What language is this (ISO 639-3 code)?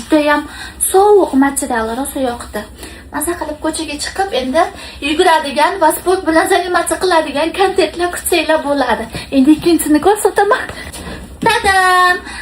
uzb